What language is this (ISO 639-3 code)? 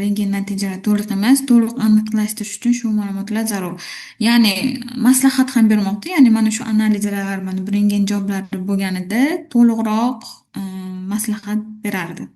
uzb